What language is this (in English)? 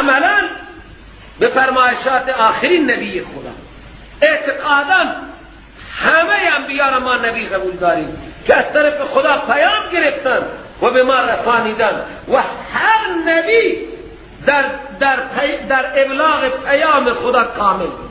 Persian